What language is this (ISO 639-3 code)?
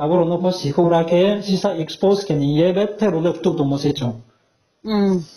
ria